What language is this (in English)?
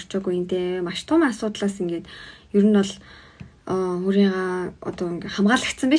Mongolian